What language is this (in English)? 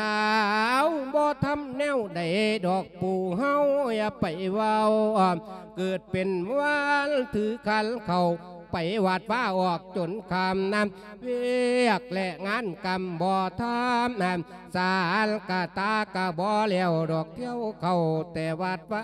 Lao